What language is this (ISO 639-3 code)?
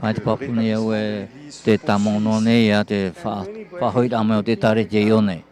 tah